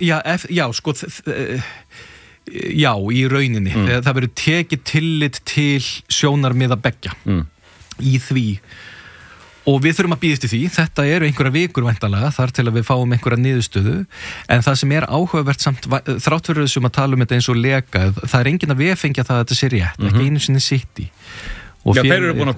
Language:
Icelandic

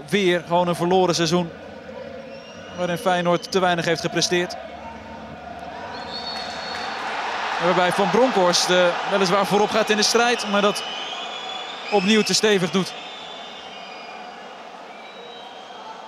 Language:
Dutch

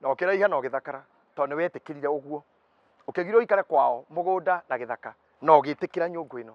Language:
Kikuyu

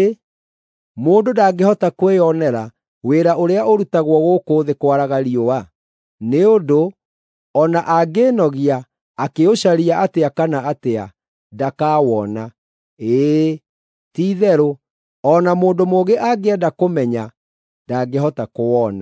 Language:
Kikuyu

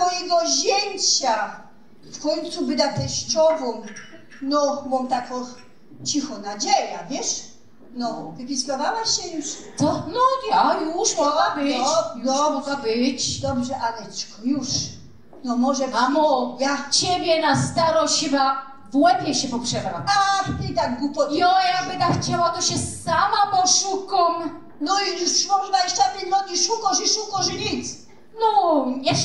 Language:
Silesian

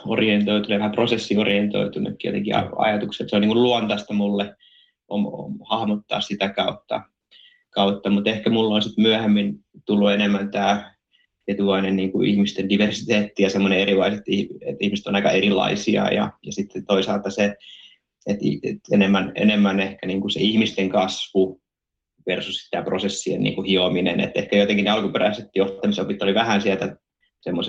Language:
Finnish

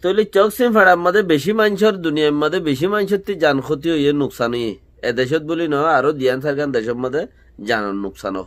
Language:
Rohingya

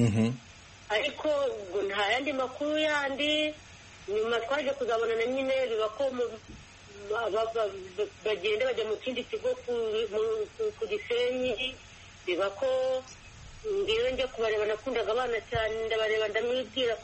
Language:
Kinyarwanda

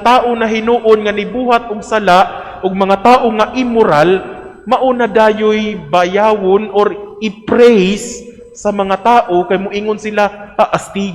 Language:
Cebuano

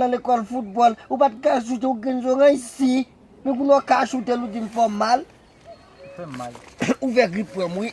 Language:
Haitian Creole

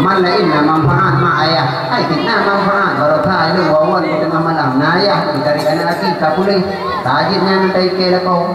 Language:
Achinese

